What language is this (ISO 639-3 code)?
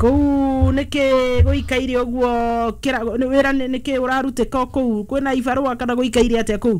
kik